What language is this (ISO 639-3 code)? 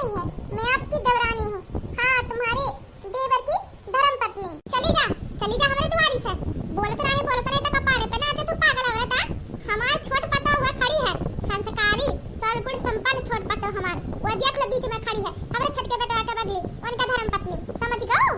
awa